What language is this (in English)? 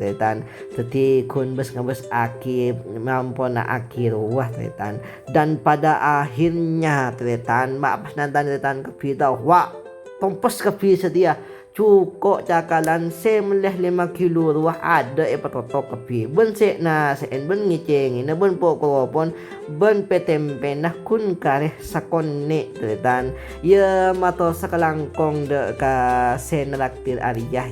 Madurese